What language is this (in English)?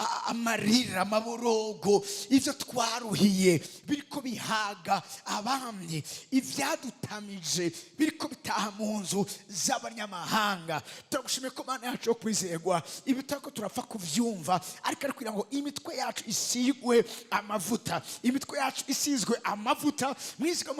Rundi